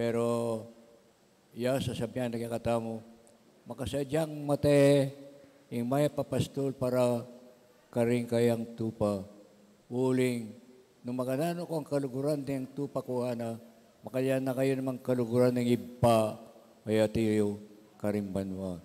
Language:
Pampanga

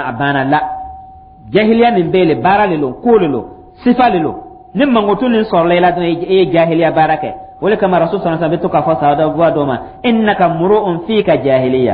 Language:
Dyula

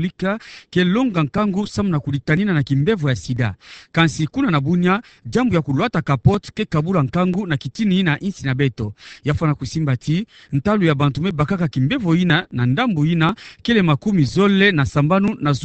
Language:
Kituba (Democratic Republic of Congo)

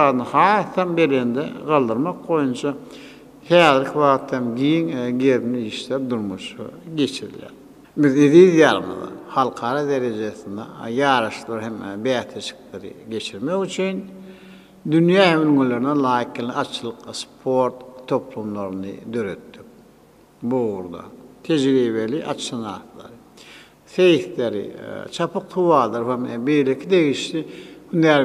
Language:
Turkmen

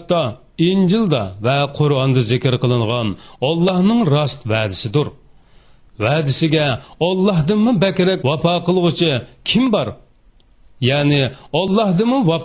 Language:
Uyghur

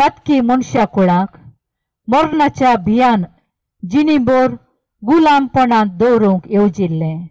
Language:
Konkani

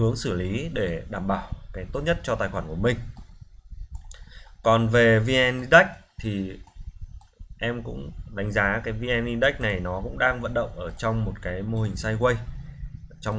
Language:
Vietnamese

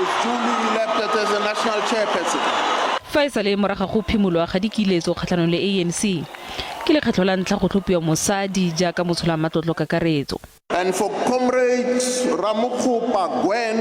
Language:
Tswana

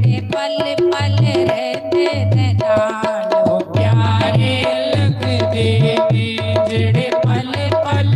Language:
Dogri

